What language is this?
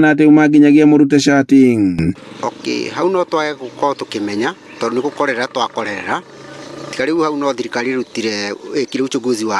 Kikuyu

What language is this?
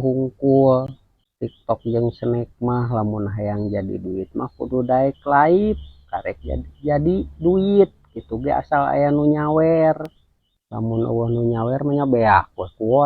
Sundanese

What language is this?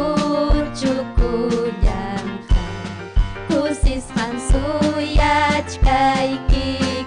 Ayacucho Quechua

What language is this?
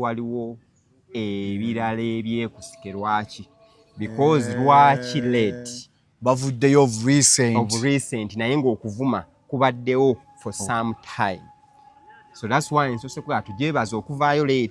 Ganda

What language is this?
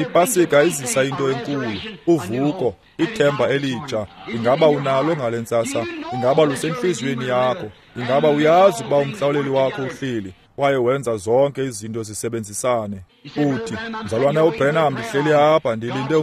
Xhosa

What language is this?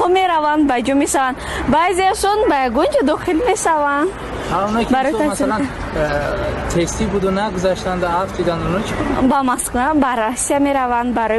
Tajik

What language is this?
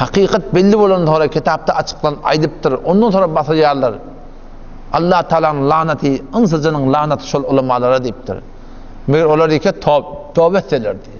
Turkmen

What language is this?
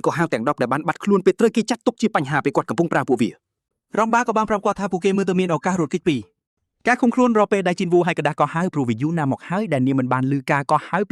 Khmer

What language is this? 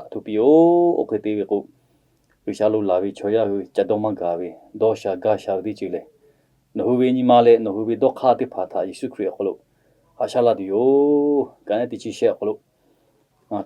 Lahu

